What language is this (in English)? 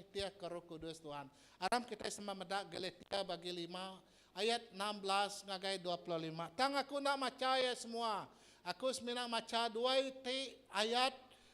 Iban